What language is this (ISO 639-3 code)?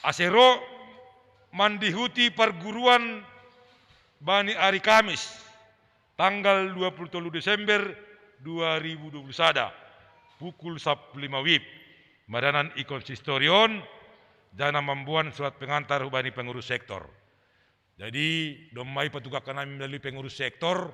bts